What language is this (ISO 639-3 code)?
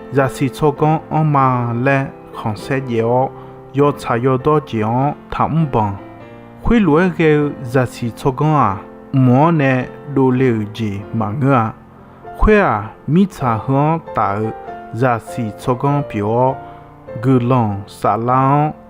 ahk